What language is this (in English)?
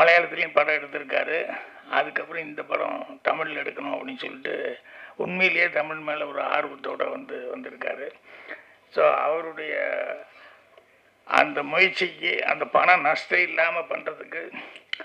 Tamil